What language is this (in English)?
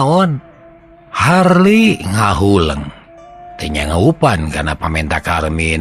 Sundanese